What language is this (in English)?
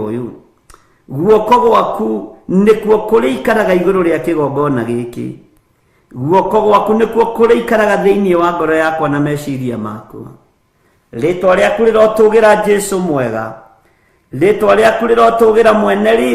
Kikuyu